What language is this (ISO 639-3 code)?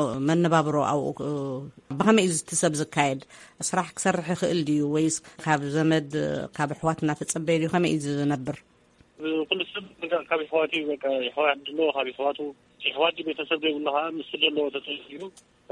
tir